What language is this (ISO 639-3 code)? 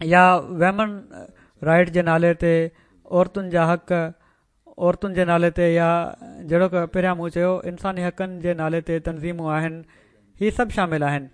snd